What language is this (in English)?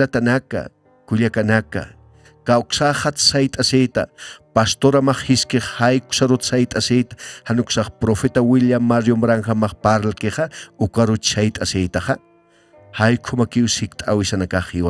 Aymara